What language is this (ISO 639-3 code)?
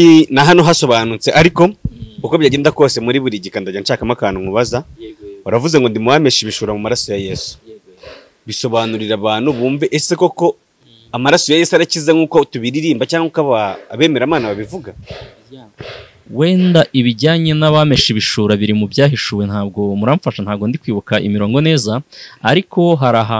kin